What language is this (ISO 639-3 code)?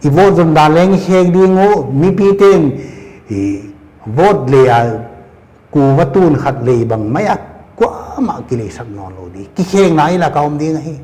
pck